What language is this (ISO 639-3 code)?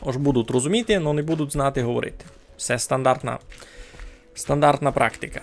rue